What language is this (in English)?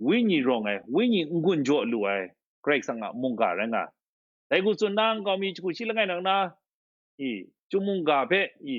Kachin